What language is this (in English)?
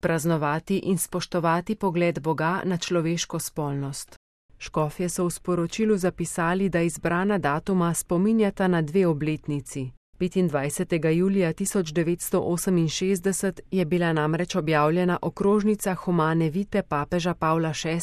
Slovenian